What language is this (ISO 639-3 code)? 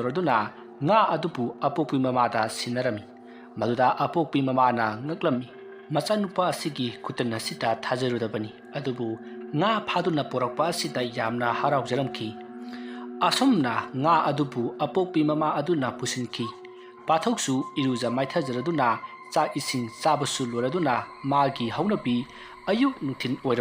mni